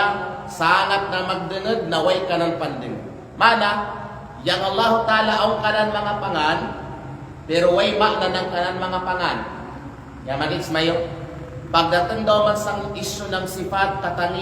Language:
Kalagan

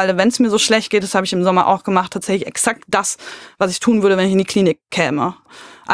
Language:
German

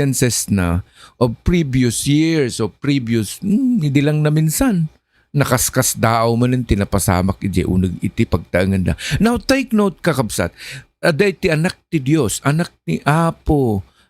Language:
Iloko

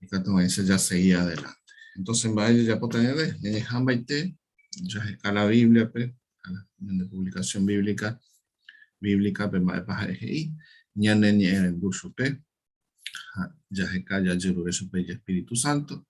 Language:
Guarani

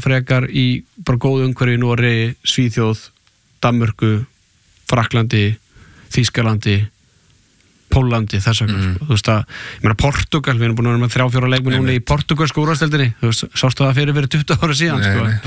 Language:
Icelandic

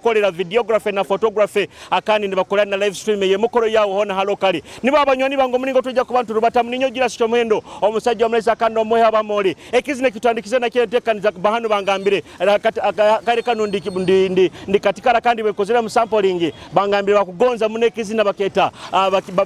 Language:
Nyoro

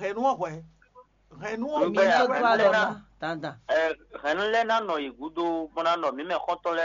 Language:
Fon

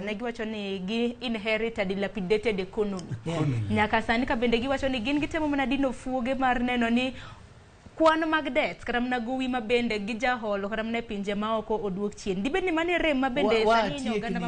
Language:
Luo (Kenya and Tanzania)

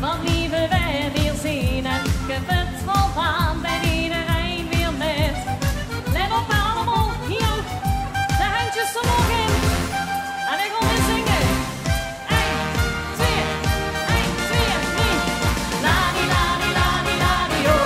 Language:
Limburgish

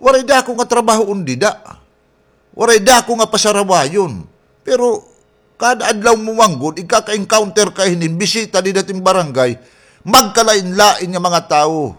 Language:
Waray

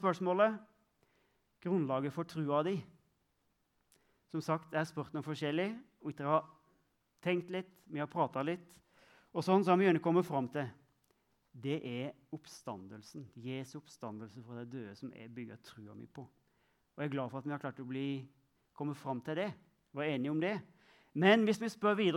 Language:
Norwegian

